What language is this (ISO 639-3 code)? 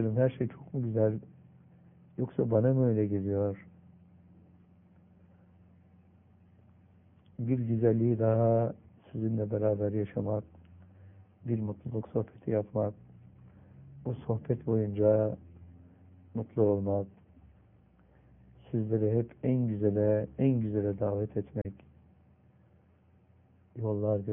tur